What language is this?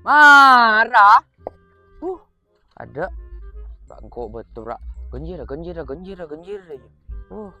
Madurese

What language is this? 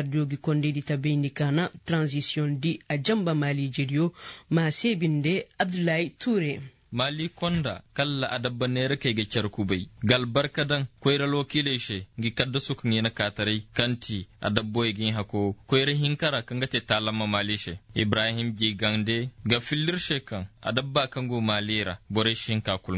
Koyraboro Senni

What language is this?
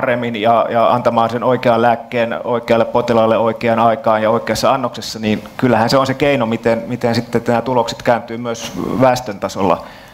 Finnish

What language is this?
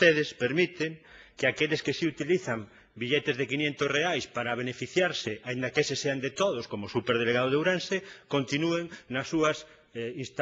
Galician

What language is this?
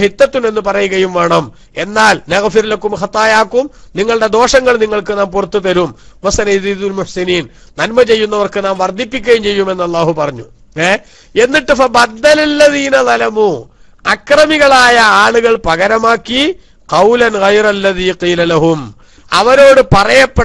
Malayalam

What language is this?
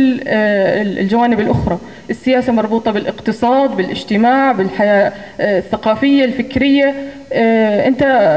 North Levantine Arabic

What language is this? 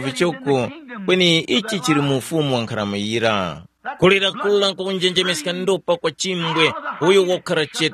Tumbuka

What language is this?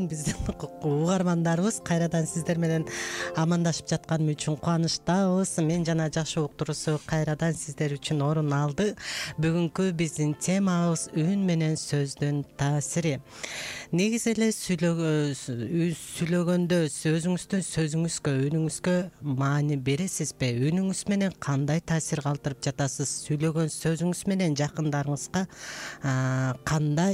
Kyrgyz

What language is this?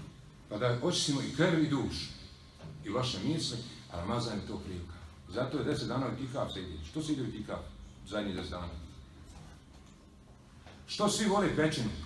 Bosnian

